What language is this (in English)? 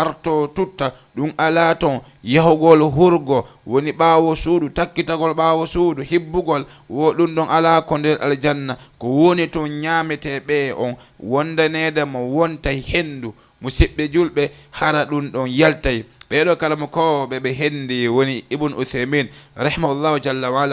Fula